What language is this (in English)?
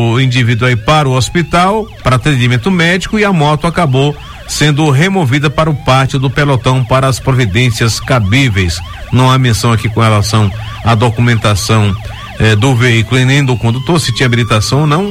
Portuguese